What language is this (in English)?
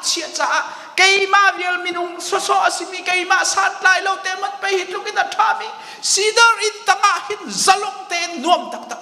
Hakha Chin